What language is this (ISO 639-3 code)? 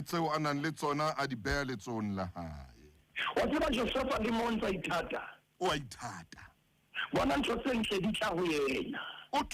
sot